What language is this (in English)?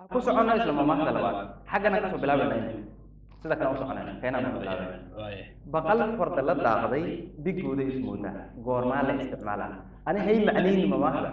Somali